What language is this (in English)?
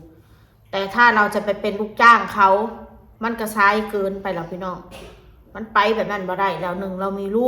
Northeastern Thai